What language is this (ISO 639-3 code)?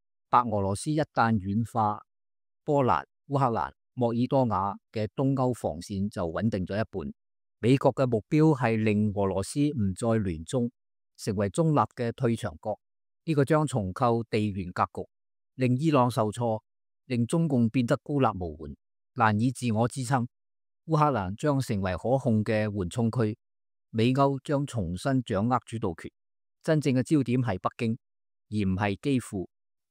yue